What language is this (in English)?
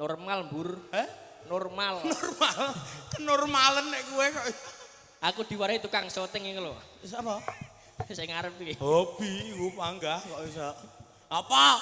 Javanese